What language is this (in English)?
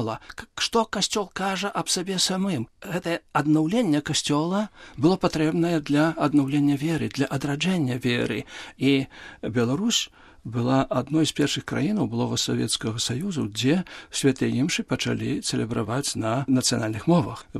Belarusian